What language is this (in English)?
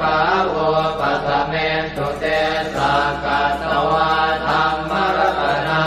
Pali